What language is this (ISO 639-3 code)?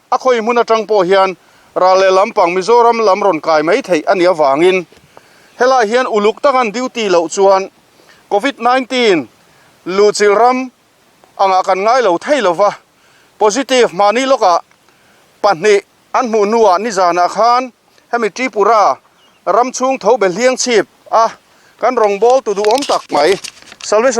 lus